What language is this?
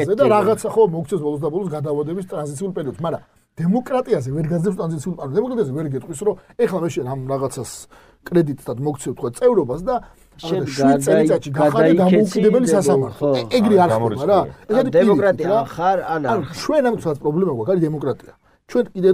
Georgian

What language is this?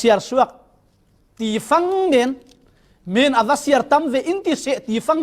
Falam Chin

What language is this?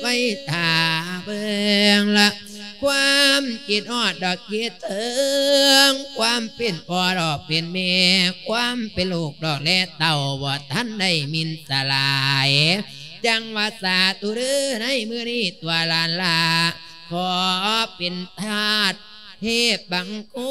Lao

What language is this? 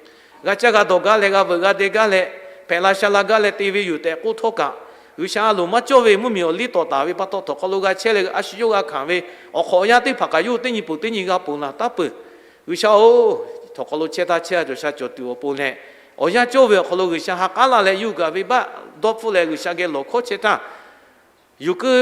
Lahu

